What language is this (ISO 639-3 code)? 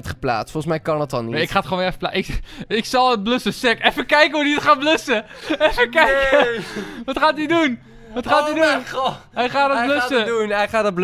nld